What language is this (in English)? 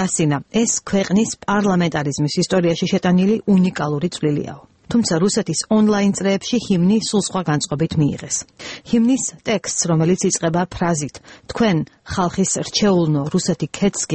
Georgian